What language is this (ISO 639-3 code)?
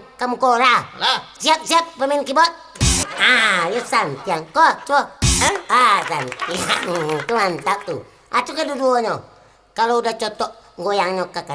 min